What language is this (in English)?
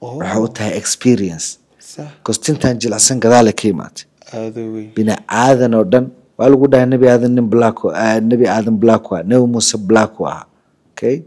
Somali